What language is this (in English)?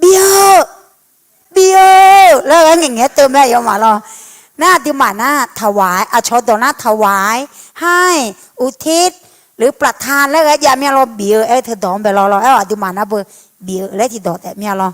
Akha